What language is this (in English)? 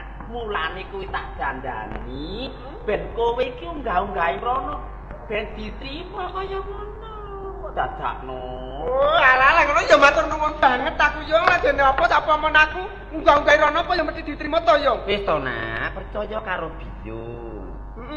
Javanese